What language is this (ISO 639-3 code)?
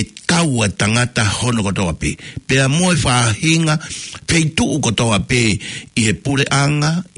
ton